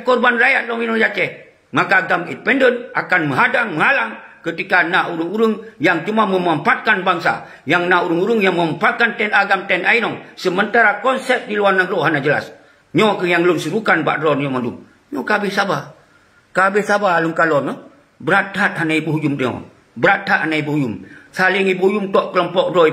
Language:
Achinese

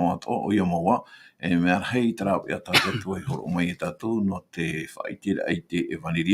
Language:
Tahitian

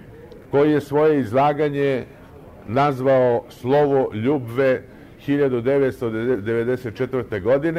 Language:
Serbian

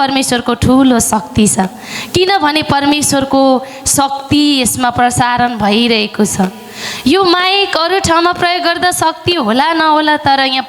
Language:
Nepali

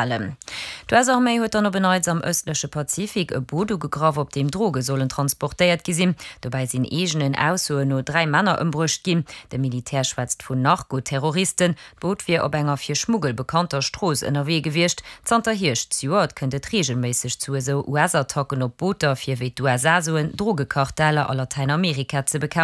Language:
Luxembourgish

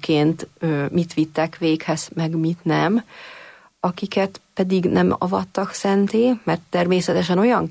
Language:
Hungarian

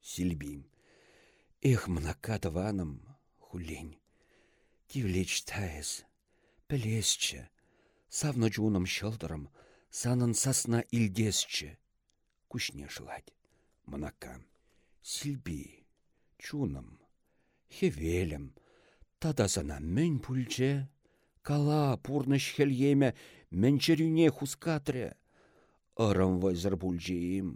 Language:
Chuvash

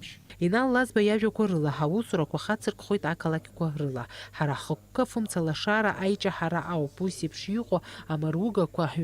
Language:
Abkhazian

